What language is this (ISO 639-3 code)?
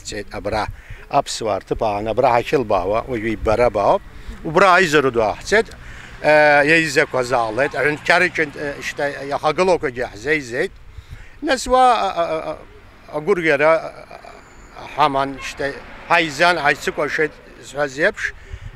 abk